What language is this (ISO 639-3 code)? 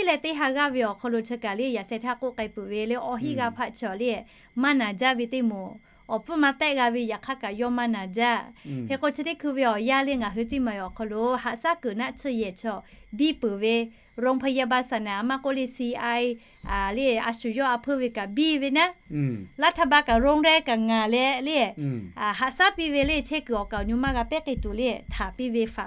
lhu